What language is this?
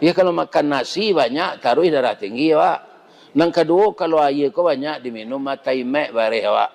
Minangkabau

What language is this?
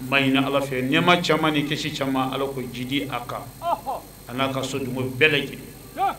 Bambara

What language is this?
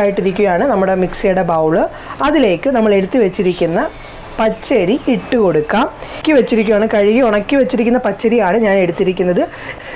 Malayalam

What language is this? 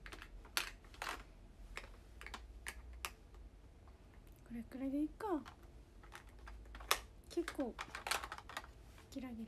Japanese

